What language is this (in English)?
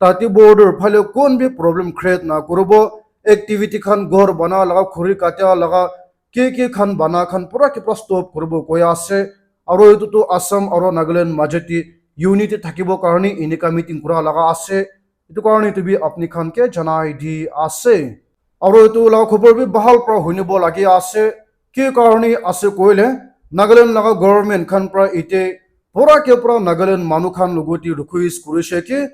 Naga Pidgin